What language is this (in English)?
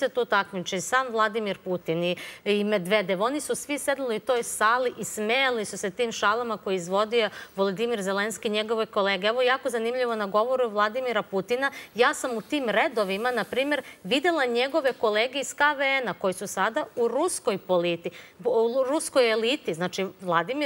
Serbian